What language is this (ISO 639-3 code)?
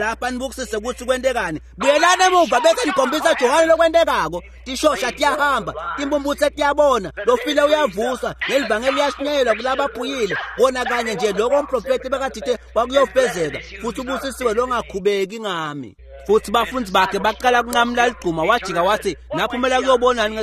ssw